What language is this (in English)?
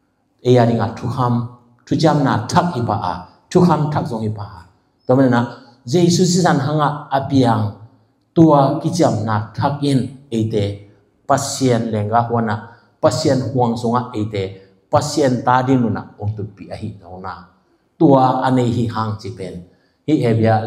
Tedim Chin